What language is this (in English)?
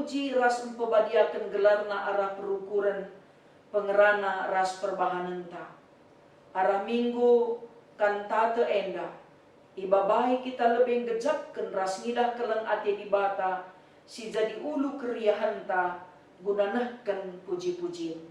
Batak Karo